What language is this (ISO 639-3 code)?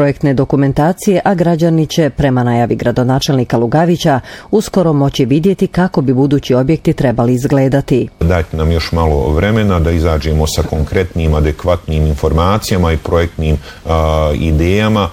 bos